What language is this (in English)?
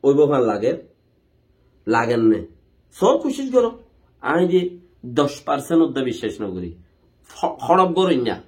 Rohingya